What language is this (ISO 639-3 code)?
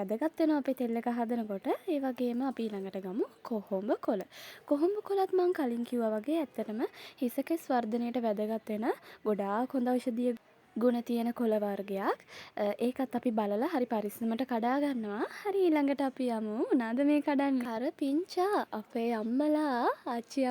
sin